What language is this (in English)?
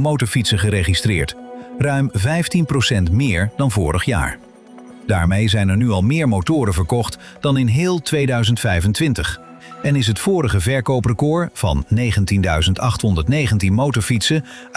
Dutch